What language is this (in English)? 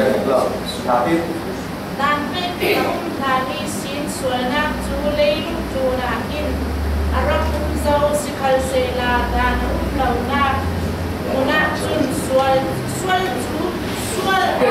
Falam Chin